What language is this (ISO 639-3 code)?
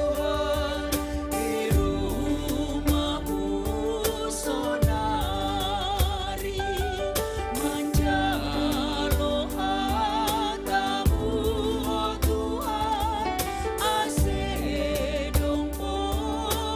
bts